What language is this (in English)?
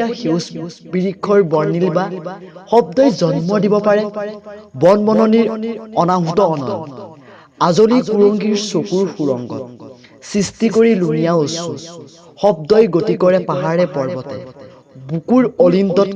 Assamese